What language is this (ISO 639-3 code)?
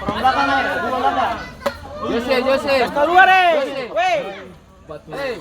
abs